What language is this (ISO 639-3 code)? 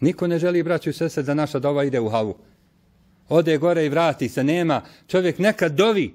bos